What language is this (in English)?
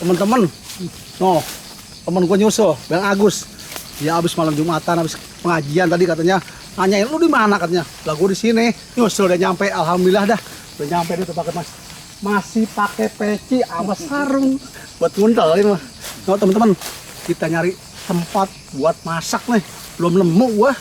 Betawi